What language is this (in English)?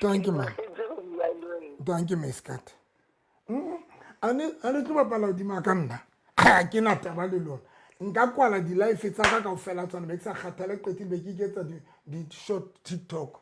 Southern Sotho